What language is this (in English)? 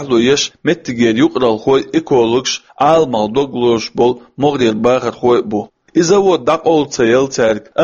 Chechen